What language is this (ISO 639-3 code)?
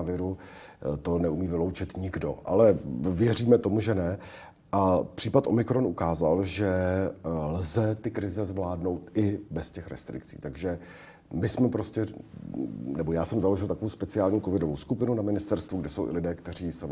ces